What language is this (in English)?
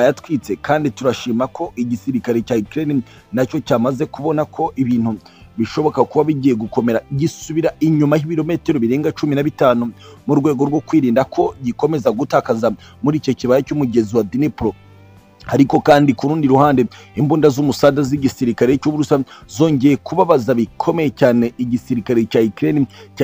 Kinyarwanda